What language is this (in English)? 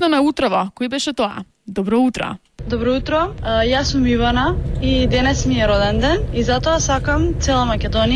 Macedonian